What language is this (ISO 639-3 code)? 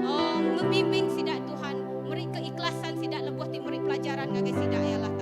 iba